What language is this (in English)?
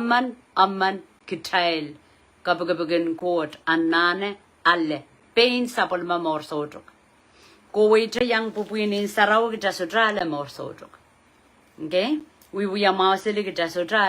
Pohnpeian